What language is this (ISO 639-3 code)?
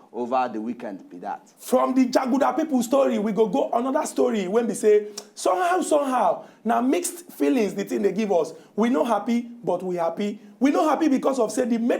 pcm